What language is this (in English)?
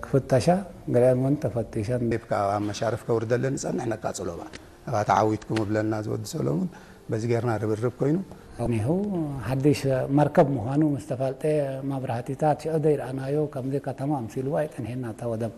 Tigrinya